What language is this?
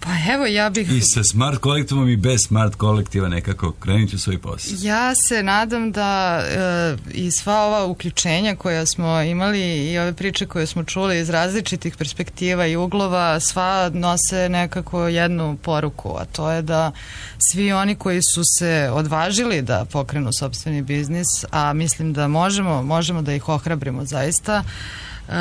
Serbian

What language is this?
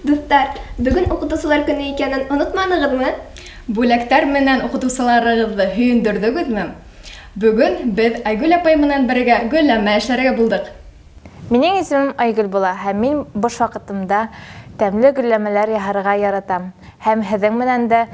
Bashkir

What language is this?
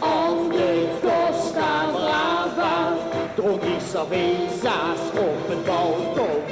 Limburgish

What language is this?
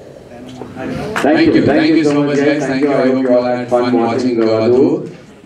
Telugu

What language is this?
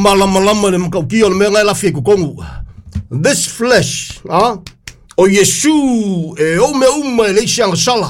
Samoan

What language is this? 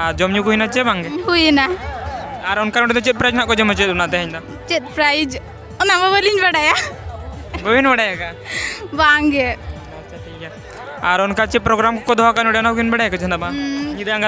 Santali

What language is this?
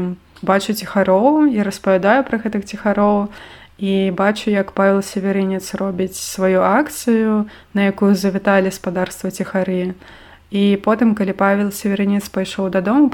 Belarusian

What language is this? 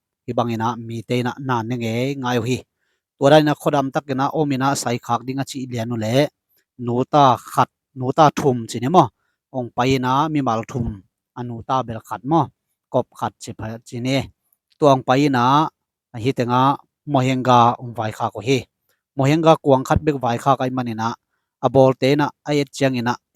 Tedim Chin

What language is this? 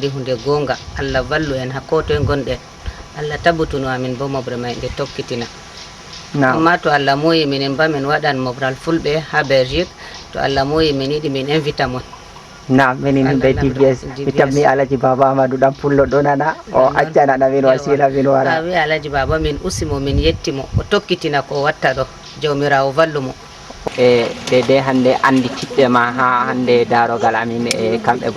Fula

